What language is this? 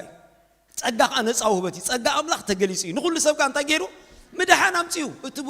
Tigrinya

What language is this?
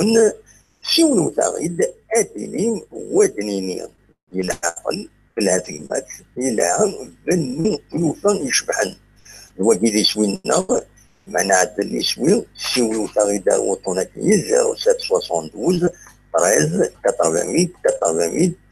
Kabyle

